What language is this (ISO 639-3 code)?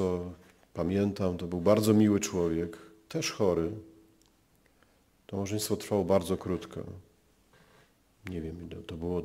pol